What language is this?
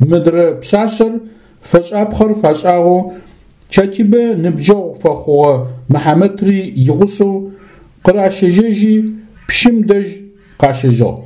Adyghe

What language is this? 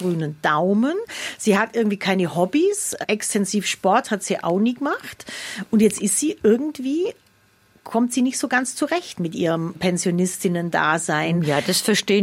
German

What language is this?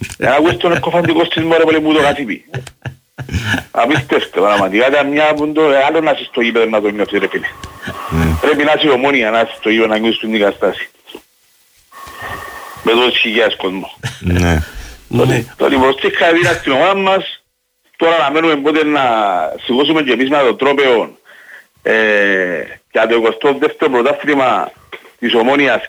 Greek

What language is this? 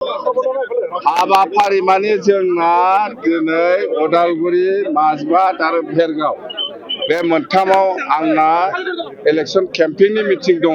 Bodo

